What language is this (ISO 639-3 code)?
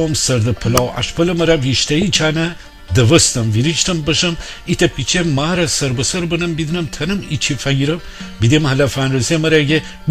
glk